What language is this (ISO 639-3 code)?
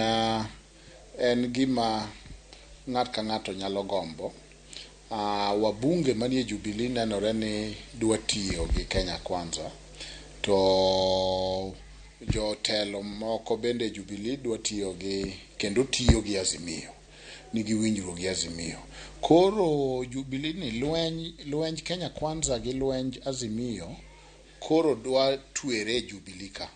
luo